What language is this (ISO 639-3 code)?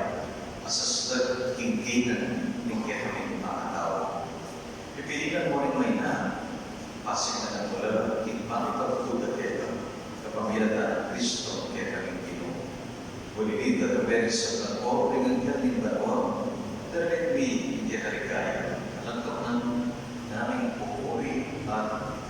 pam